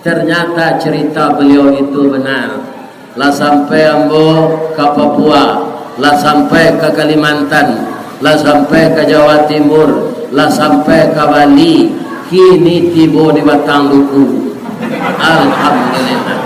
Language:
Minangkabau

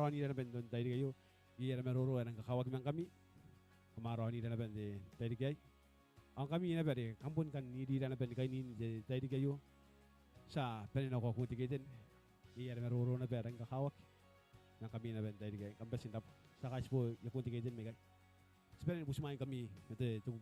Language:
Gilbertese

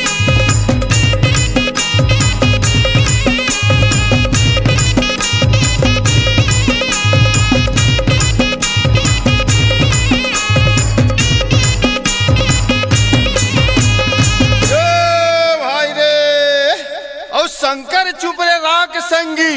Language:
Chhattisgarhi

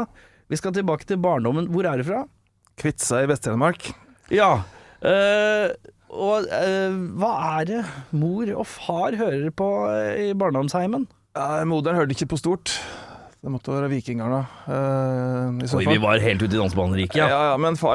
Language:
Norwegian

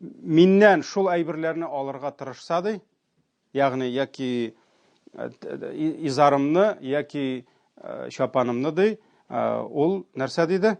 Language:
Tatar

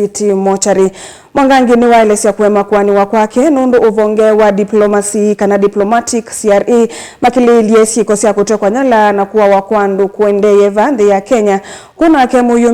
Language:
Kamba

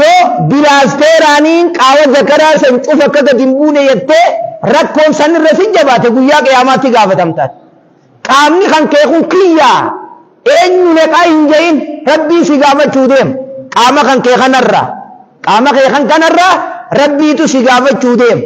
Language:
Oromo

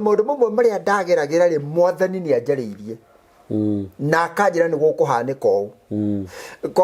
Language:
Kikuyu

